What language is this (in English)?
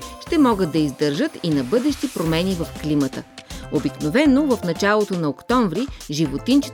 Bulgarian